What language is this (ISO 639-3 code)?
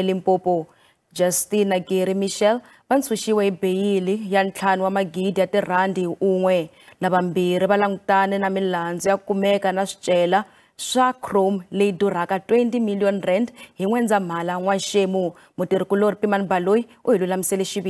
tso